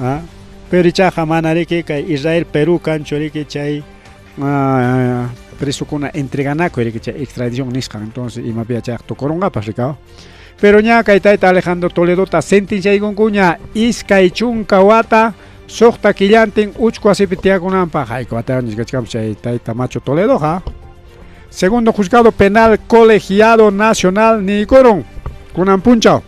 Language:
Ayacucho Quechua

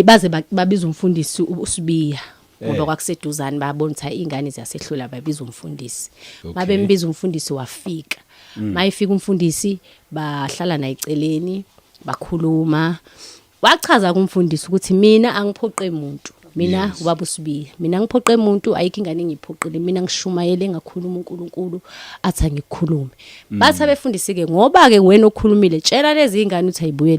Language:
Zulu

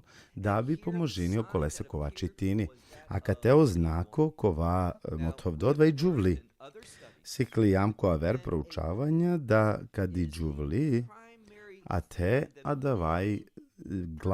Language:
Balkan Romani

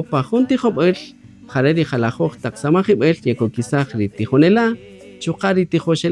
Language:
Kaqchikel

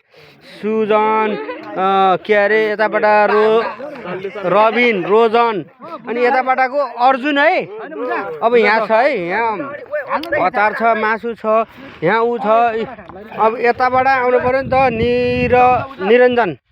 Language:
Nepali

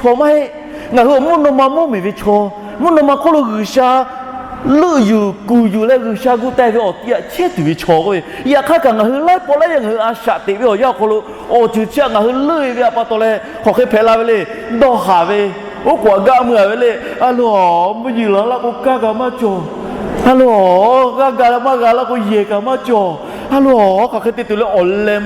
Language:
Lahu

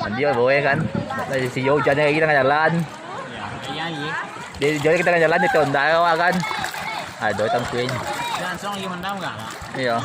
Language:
Minangkabau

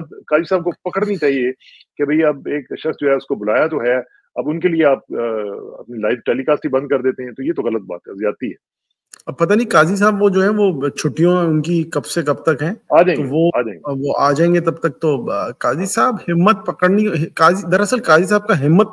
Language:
Urdu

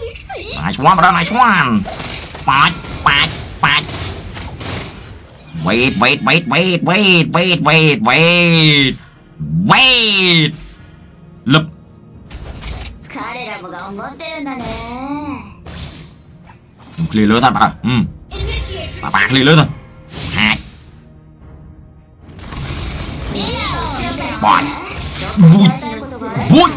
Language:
Vietnamese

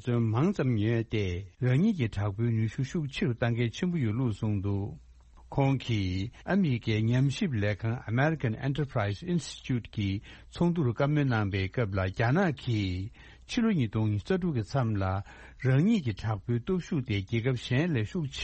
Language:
Tibetan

